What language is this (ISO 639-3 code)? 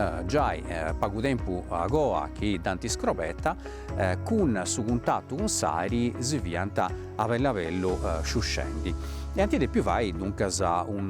srd